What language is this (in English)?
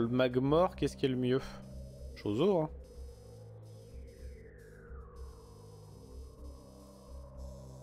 French